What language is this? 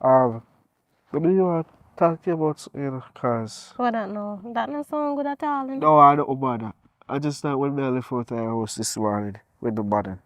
Jamaican Creole English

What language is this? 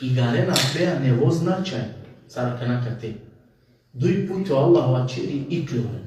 Balkan Romani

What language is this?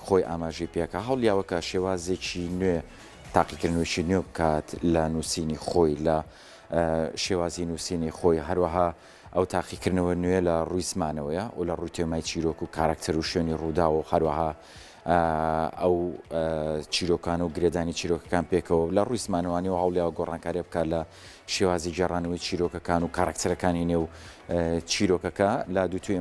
Central Kurdish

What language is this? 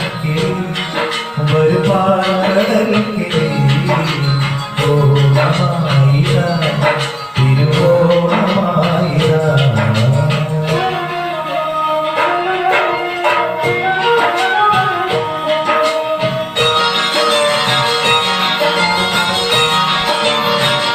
Malayalam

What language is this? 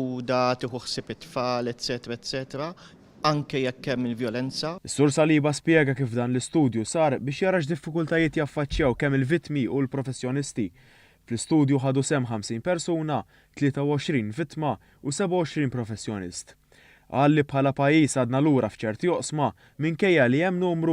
Maltese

